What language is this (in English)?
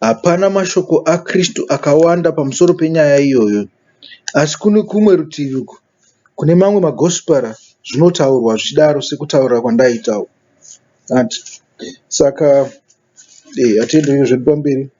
Shona